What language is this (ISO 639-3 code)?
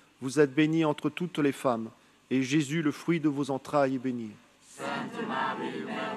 fra